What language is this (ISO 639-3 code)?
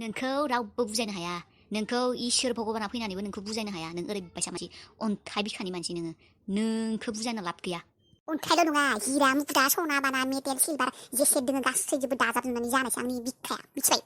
brx